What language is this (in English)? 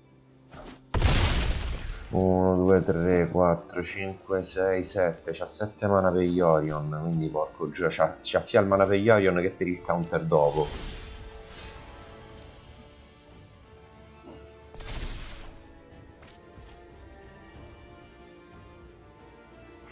Italian